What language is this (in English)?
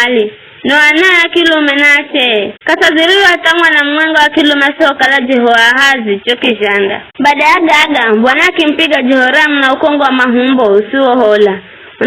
Giryama